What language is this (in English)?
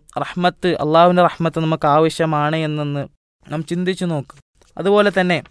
Malayalam